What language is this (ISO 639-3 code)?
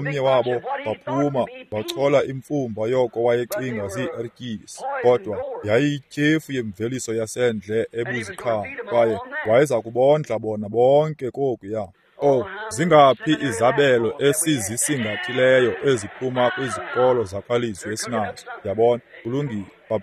xho